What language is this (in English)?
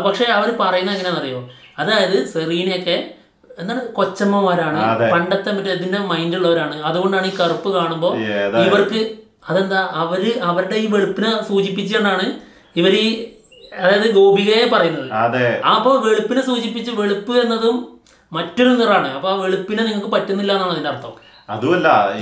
Malayalam